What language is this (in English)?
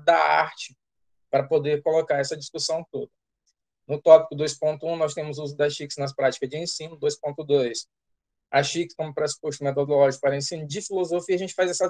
Portuguese